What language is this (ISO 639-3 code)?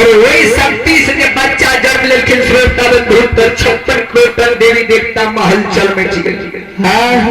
mai